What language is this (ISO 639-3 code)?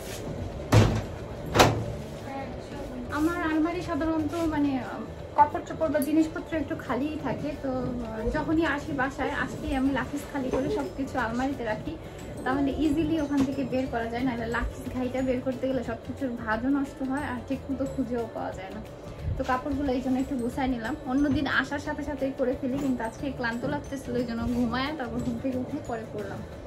ben